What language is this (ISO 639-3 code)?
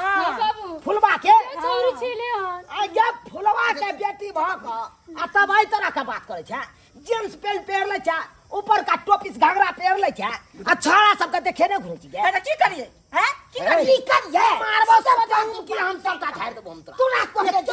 mai